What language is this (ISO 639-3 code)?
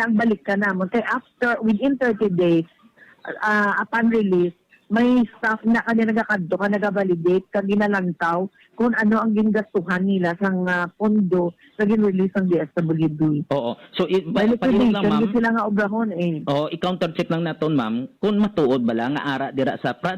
hil